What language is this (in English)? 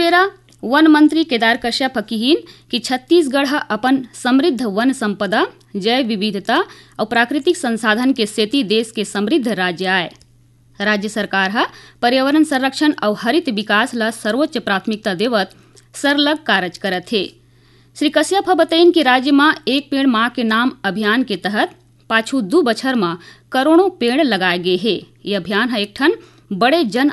Chhattisgarhi